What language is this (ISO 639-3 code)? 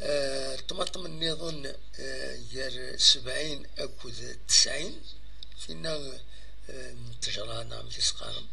kab